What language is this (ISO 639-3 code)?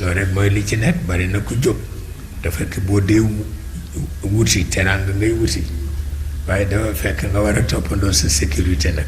wol